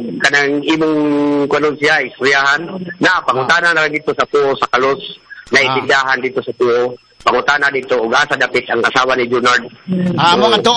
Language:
Cebuano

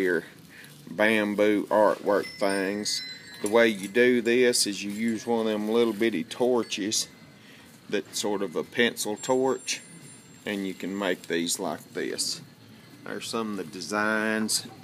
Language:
English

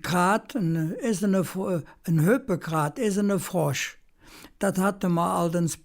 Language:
Colognian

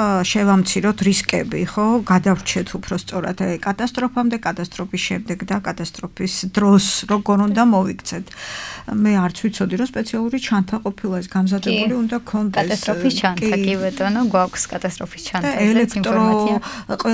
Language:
Georgian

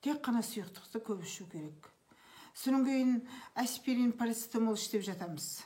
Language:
Kazakh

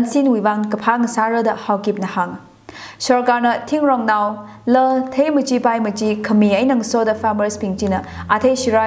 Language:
Tangkhul Naga (India)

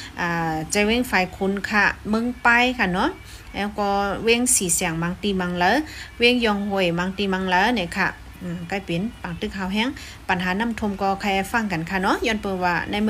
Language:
Shan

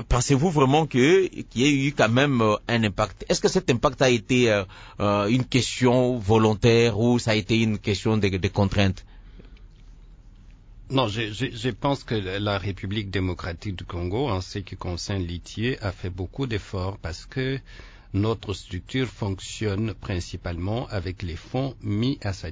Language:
French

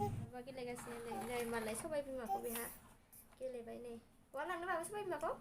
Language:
Bodo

